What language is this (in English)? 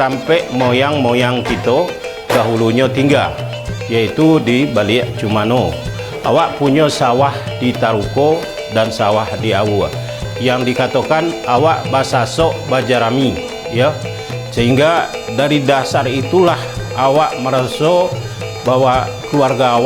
Minangkabau